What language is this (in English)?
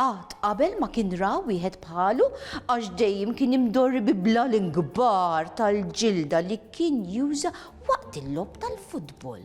Maltese